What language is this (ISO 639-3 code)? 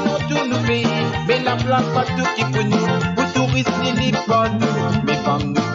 mfe